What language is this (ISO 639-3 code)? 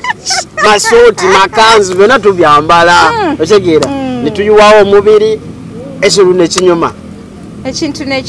lug